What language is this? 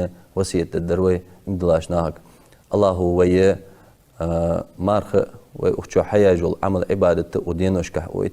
Ingush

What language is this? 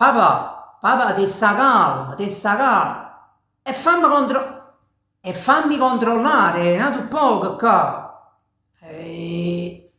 Neapolitan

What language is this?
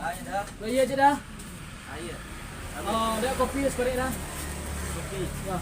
Minangkabau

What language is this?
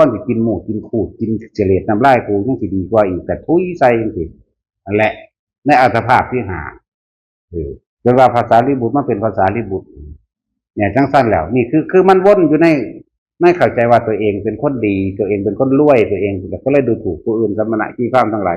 Northeastern Thai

